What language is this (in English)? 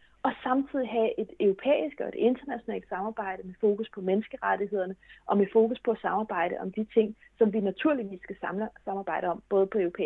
Danish